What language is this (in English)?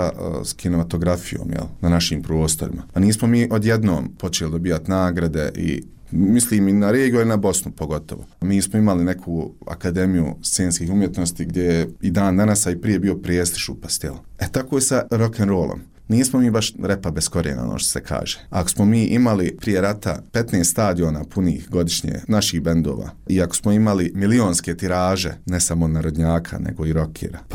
Bosnian